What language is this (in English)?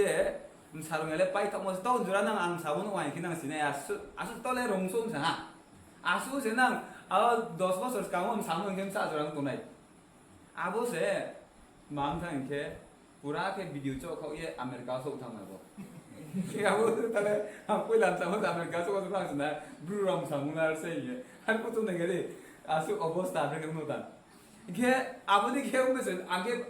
Riang (India)